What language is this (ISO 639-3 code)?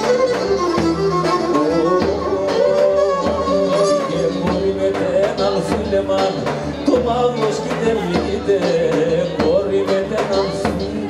ell